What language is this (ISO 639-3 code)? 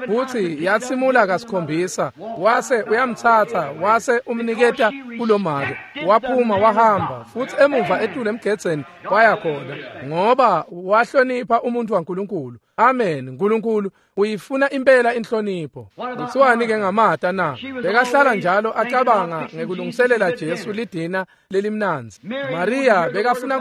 ssw